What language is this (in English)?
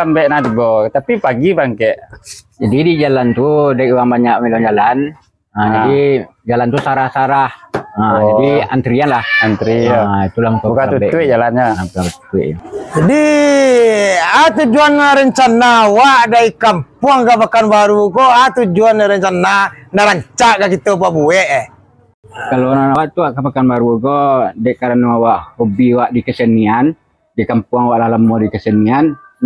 Minangkabau